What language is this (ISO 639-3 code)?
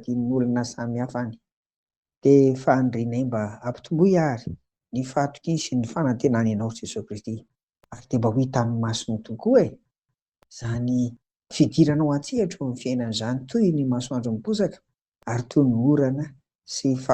mlg